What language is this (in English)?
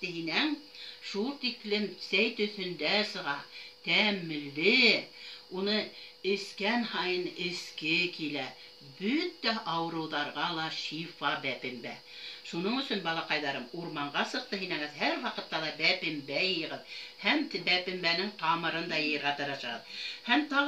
Bashkir